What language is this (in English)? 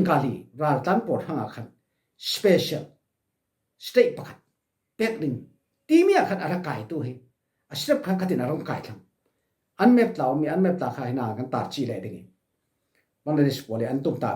Falam Chin